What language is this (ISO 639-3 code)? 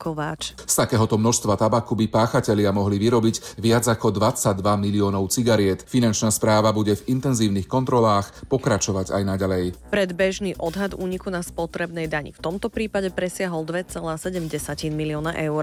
slk